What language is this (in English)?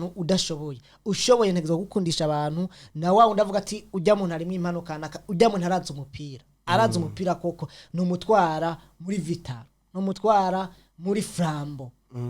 Rundi